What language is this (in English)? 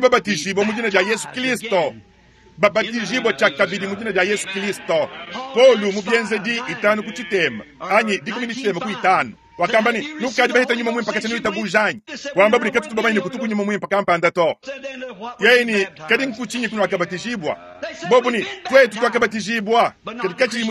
Luba-Lulua